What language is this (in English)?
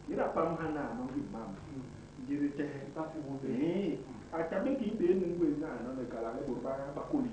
Basaa